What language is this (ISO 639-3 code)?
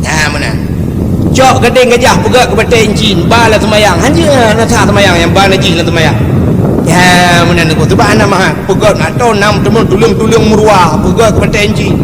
ace